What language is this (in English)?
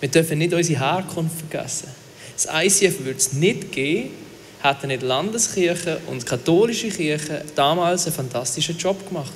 Swiss German